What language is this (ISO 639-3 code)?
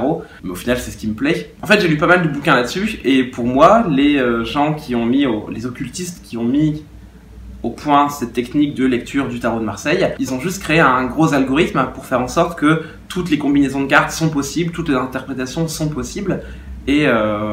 fra